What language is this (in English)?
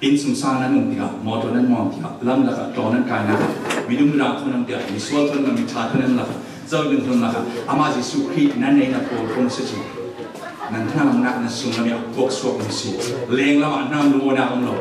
Falam Chin